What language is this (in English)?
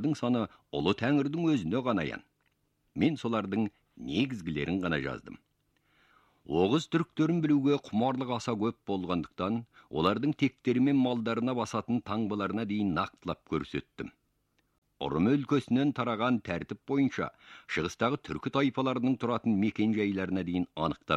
Kazakh